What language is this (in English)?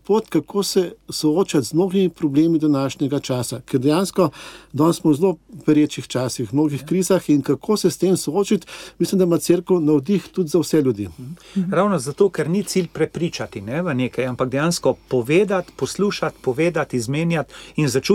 Slovenian